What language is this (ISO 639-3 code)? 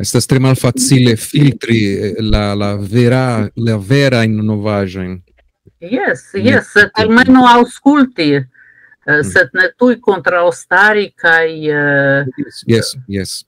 epo